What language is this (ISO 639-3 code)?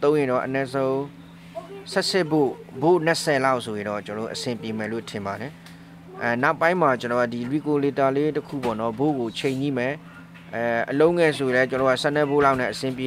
mya